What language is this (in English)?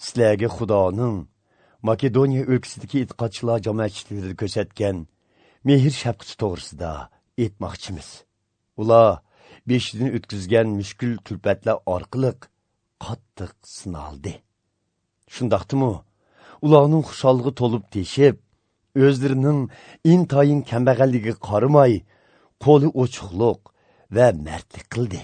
Uyghur